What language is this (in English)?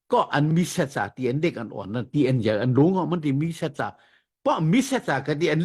Shan